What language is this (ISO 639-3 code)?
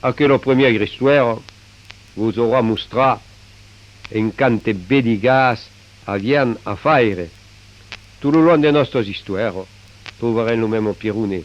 oci